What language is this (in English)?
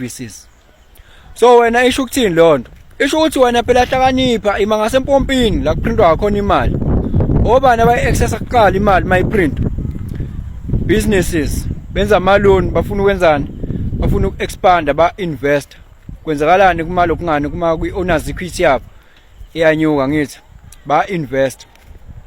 Zulu